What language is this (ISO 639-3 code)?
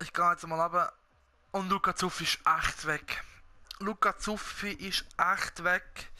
gsw